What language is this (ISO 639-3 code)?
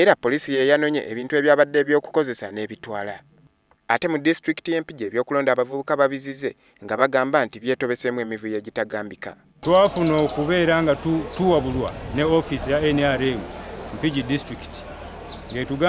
lug